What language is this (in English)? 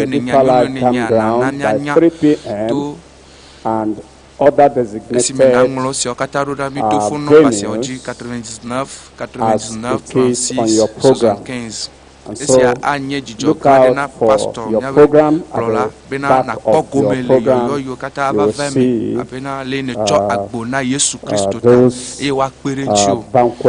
Ewe